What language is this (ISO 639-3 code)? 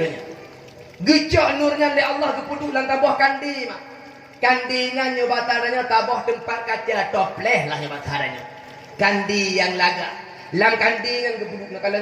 ace